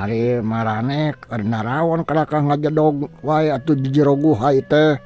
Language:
Sundanese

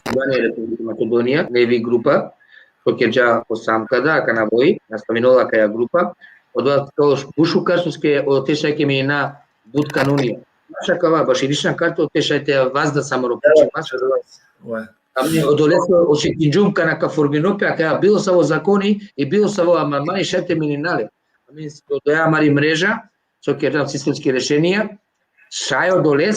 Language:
Balkan Romani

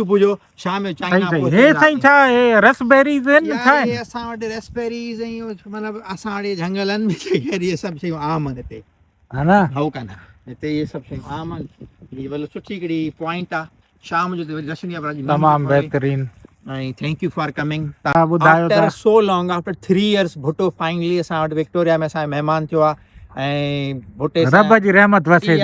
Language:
Sindhi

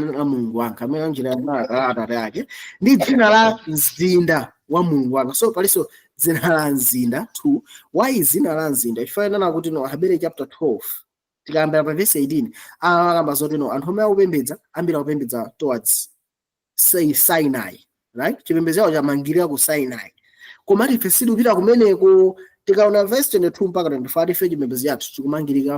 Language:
Nyanja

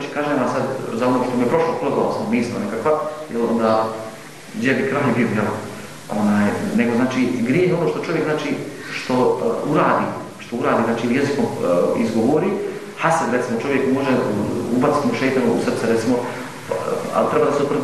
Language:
Bosnian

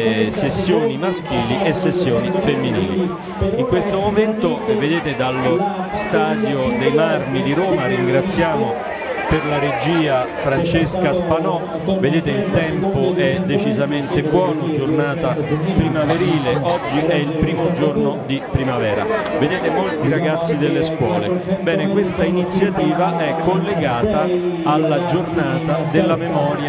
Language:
Italian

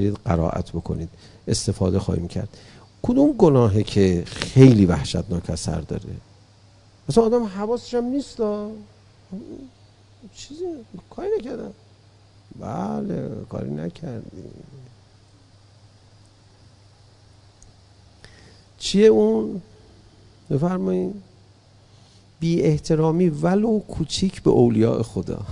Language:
Persian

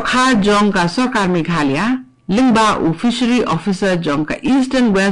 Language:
Khasi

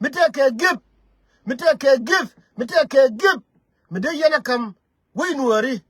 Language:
Nuer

